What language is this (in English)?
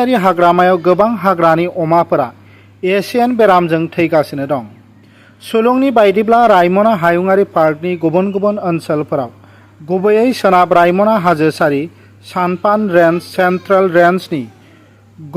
Bodo